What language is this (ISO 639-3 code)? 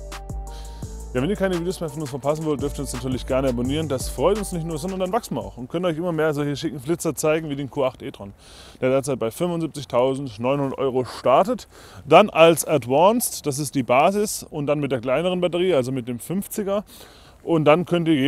deu